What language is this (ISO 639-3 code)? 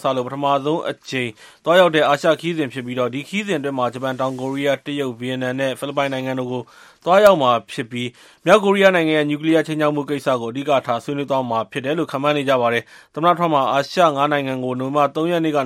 mya